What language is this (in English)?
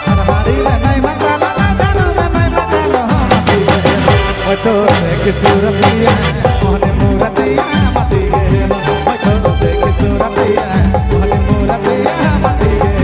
Sadri